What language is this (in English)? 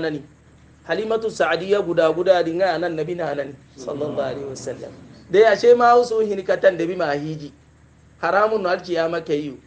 Hausa